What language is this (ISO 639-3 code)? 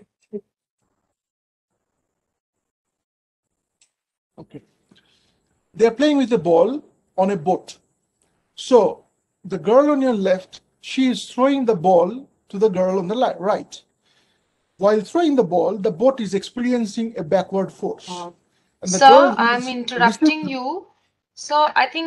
eng